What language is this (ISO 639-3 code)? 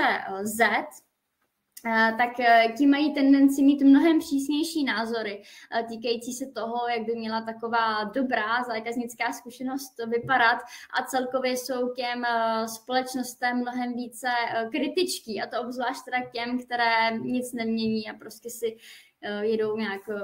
ces